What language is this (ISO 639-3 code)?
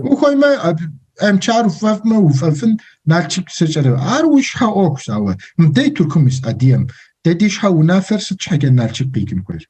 kbd